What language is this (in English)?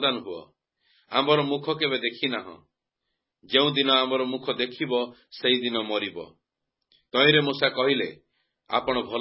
Odia